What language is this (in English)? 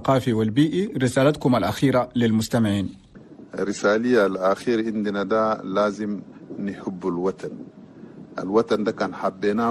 Chadian Arabic